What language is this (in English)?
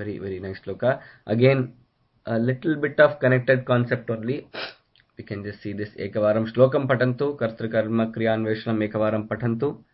Sanskrit